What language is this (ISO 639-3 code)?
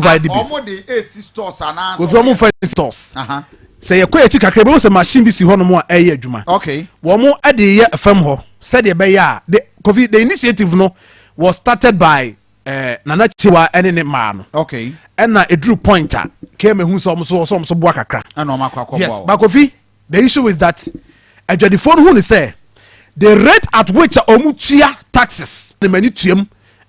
aka